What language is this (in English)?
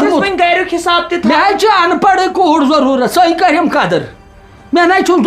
Kashmiri